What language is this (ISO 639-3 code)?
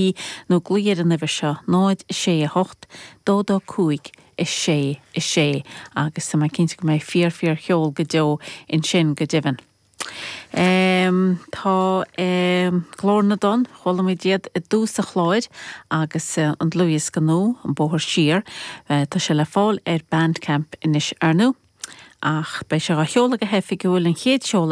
gle